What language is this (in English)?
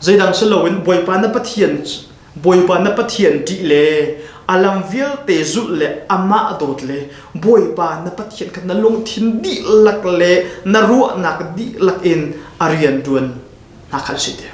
Hakha Chin